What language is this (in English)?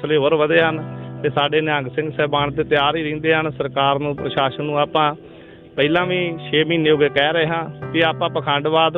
Punjabi